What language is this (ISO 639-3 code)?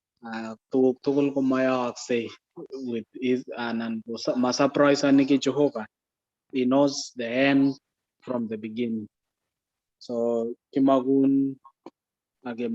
kln